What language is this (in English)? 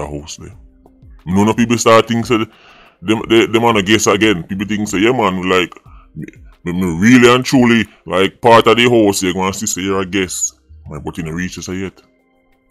Jamaican Creole English